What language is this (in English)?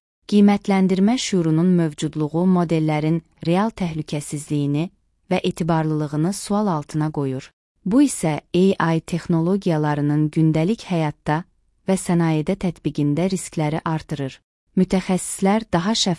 Azerbaijani